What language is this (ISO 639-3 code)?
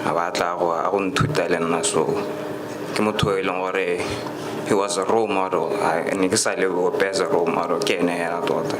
tsn